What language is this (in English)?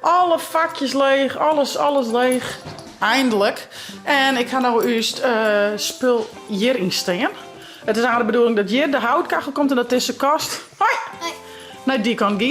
Western Frisian